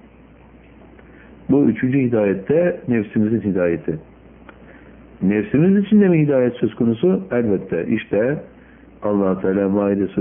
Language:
Turkish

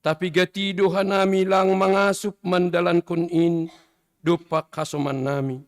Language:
Batak Simalungun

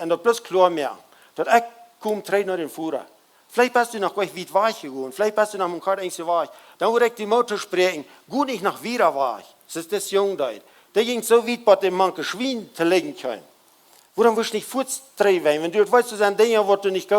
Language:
Plautdietsch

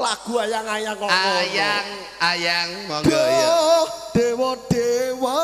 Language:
Javanese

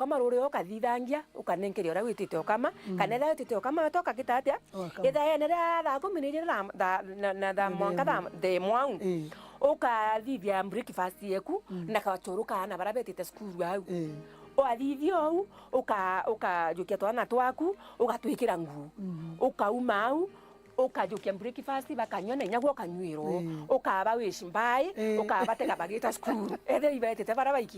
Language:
Meru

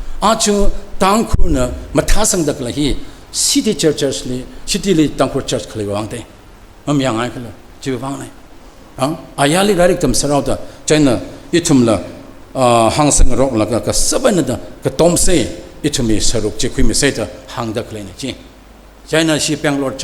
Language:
Tangkhul Naga (India)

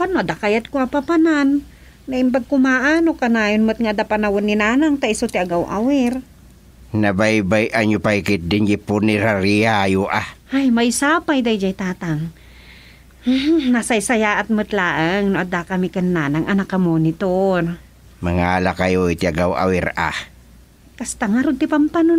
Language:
Iloko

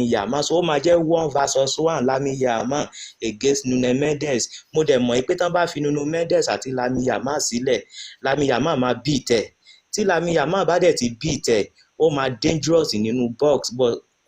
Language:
Yoruba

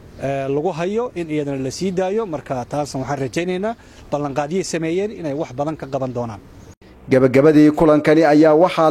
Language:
Somali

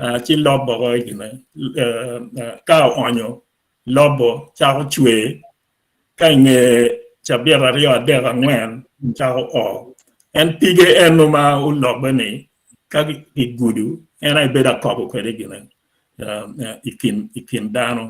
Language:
Acoli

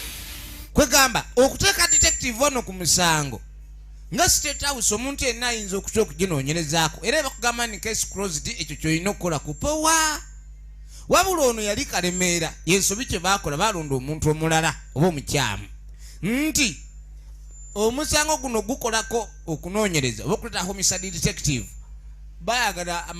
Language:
Ganda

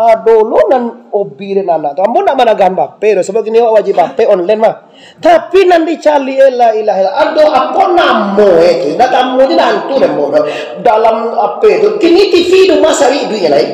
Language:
Minangkabau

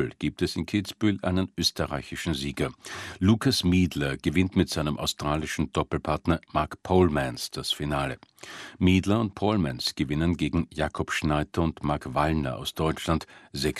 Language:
German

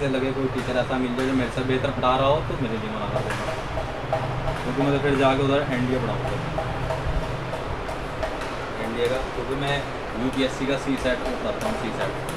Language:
Hindi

